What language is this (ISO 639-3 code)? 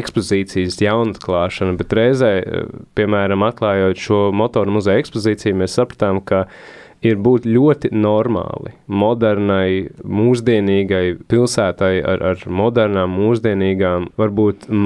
lav